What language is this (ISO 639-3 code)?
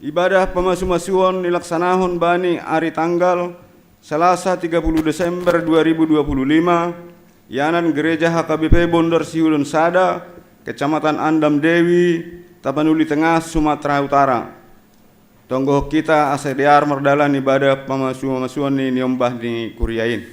bts